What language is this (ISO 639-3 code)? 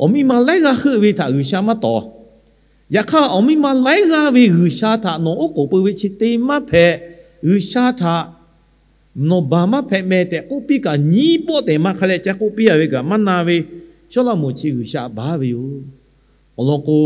lhu